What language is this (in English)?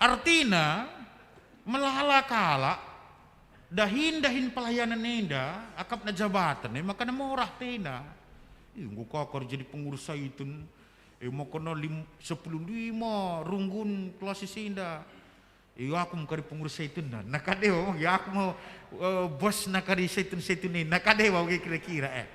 Batak Karo